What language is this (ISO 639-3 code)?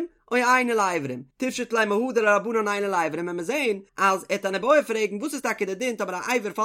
yid